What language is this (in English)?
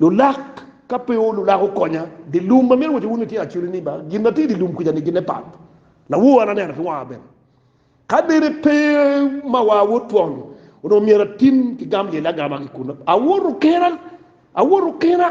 Acoli